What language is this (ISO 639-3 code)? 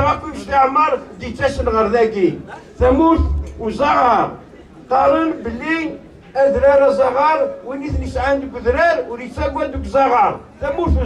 kab